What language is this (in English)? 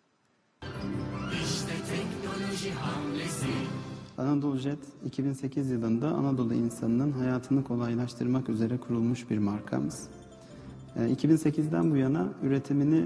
Turkish